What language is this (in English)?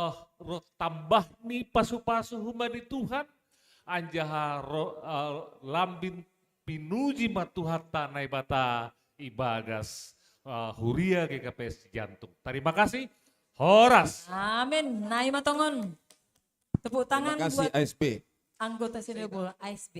Batak Simalungun